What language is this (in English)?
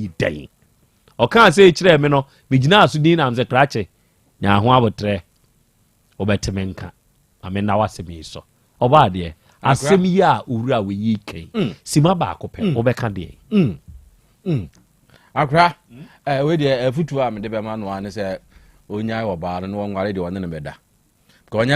Akan